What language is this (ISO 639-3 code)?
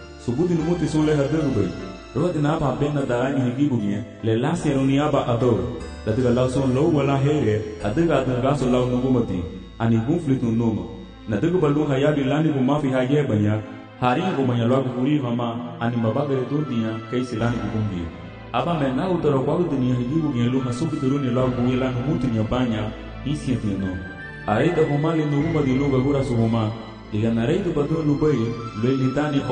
cab